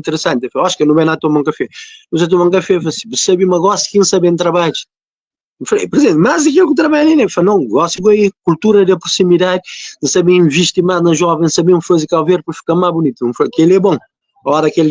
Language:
Kabuverdianu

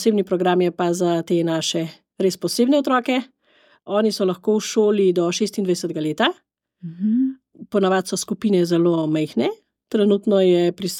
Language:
Slovenian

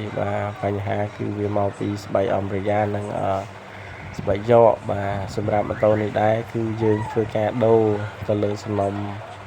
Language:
Khmer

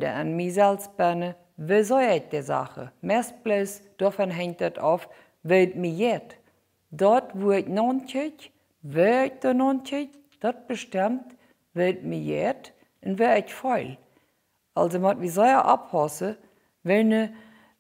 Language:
Plautdietsch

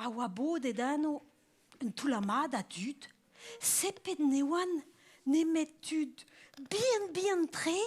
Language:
Breton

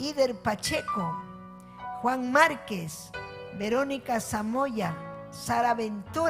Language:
Ayacucho Quechua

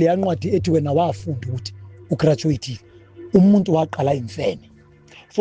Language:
Zulu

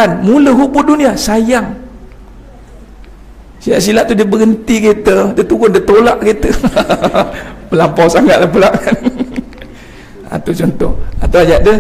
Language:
Malay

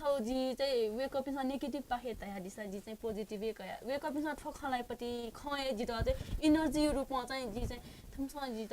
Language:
Newari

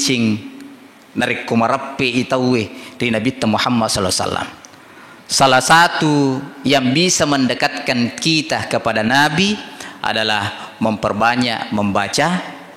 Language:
Buginese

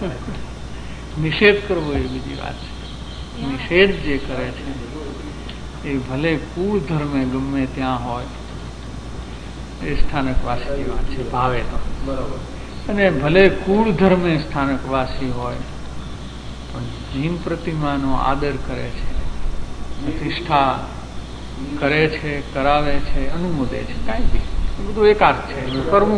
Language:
Gujarati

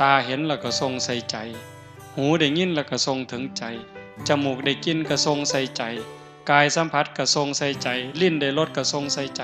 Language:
Northeastern Thai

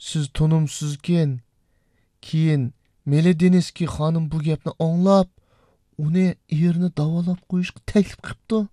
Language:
Uyghur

